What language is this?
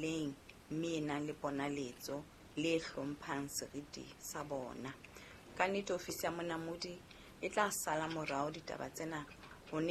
Southern Sotho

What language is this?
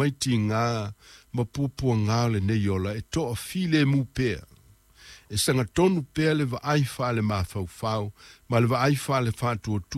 Samoan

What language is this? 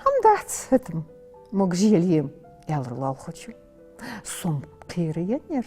Ingush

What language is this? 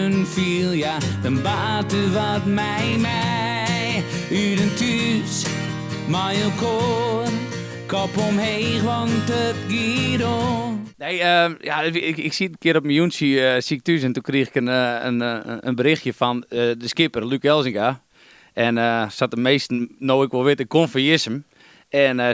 Western Frisian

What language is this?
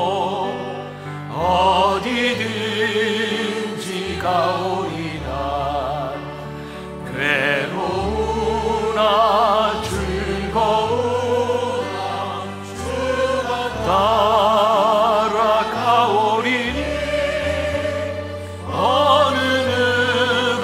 Korean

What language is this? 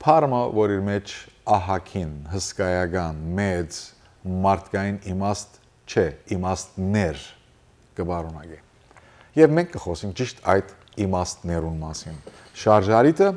Western Armenian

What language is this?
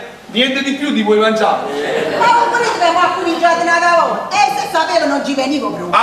Neapolitan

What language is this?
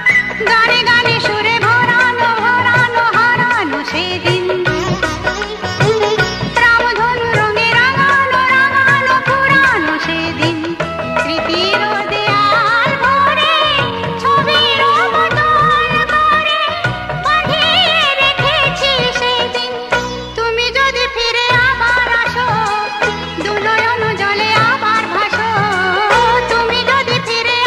Bangla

